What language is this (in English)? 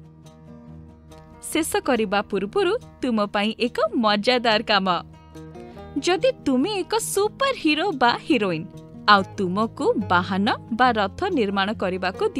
Odia